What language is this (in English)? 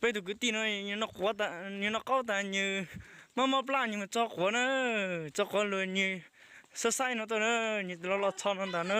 Hmong